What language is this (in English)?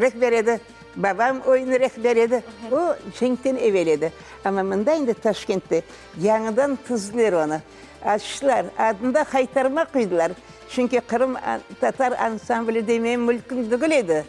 Crimean Tatar